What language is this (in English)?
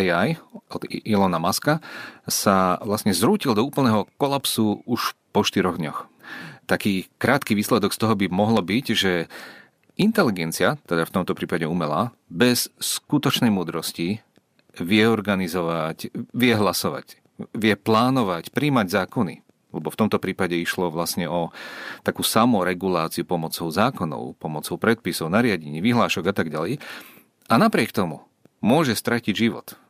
Slovak